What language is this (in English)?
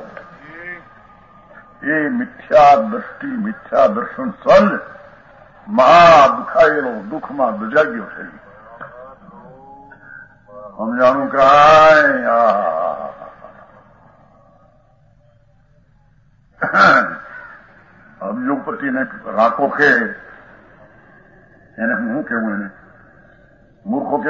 Gujarati